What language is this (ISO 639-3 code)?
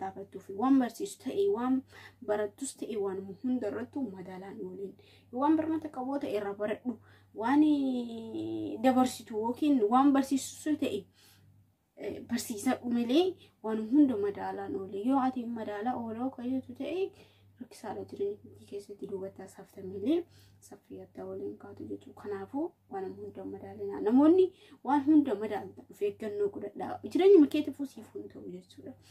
orm